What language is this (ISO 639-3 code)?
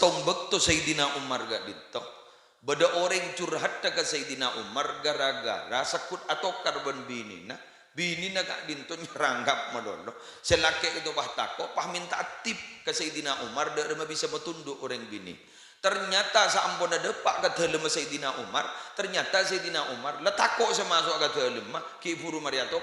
mad